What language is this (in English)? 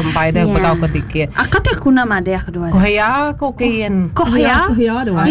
Iban